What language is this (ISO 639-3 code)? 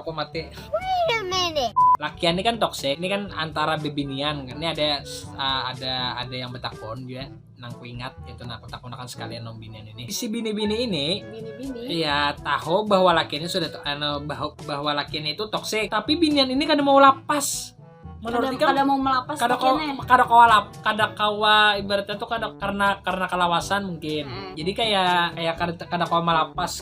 bjn